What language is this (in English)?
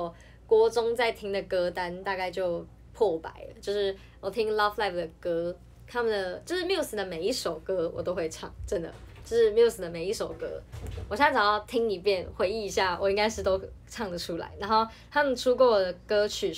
Chinese